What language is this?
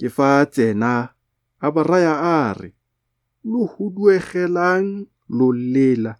Tswana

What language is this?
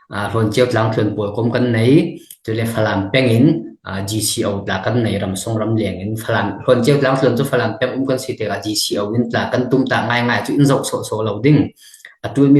Falam Chin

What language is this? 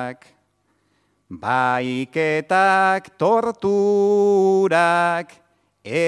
Basque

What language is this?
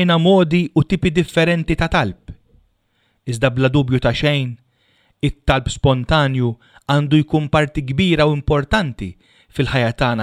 Maltese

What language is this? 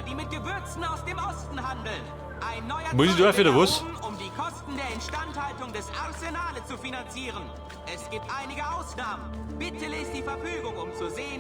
Bavarian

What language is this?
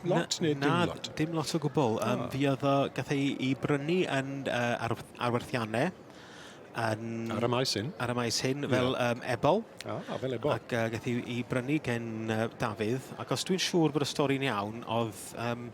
Welsh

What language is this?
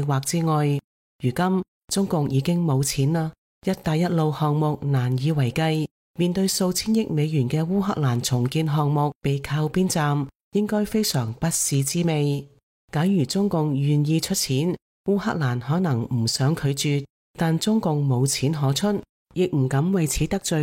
Cantonese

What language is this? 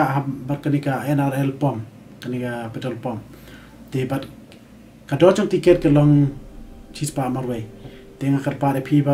Khasi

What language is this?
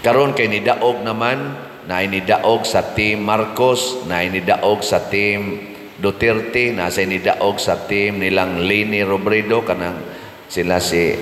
Cebuano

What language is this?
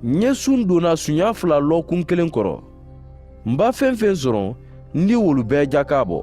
Mandingo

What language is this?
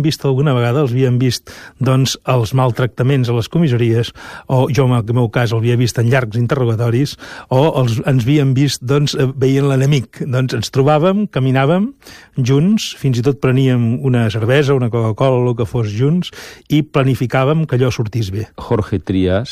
Catalan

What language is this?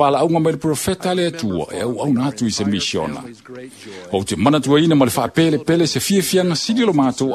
Samoan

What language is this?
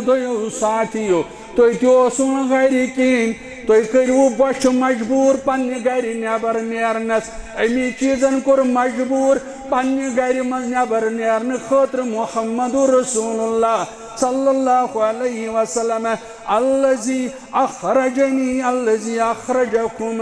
Kashmiri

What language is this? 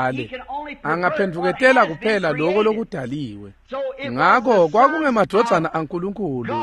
Swati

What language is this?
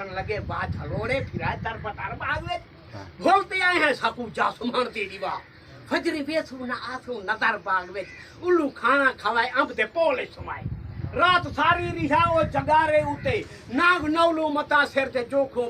Saraiki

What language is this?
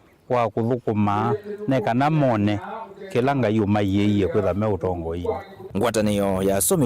Kamba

